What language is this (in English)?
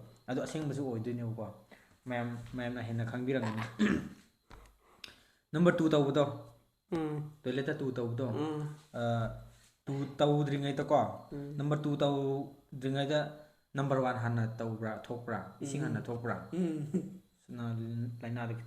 Manipuri